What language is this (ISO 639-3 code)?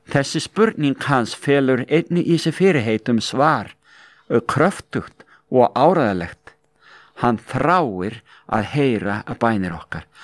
isl